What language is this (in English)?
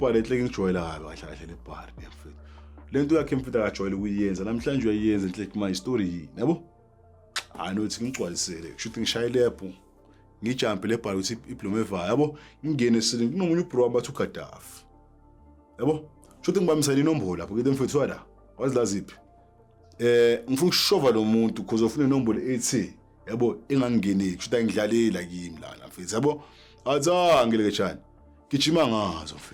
Zulu